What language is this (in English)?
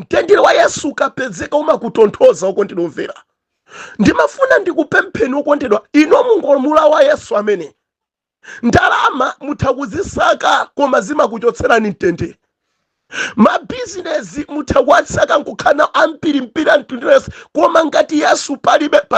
Nyanja